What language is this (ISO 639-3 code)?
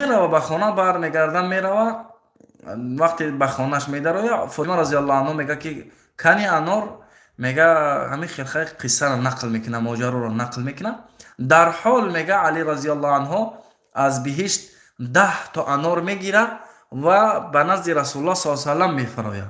tgk